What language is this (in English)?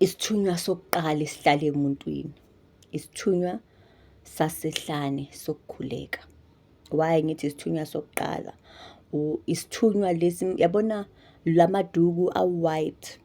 Zulu